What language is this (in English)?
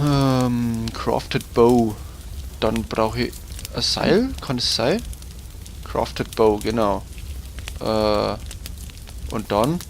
Bavarian